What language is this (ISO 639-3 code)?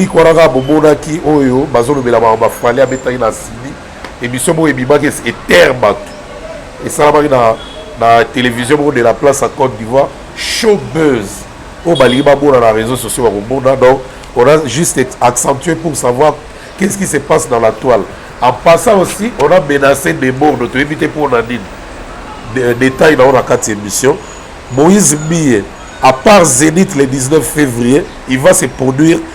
lin